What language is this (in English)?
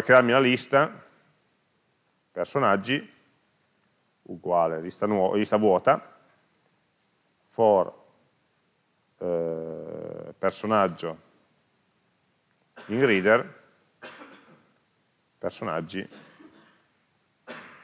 Italian